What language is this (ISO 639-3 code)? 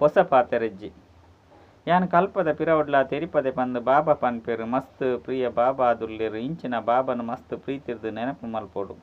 tcy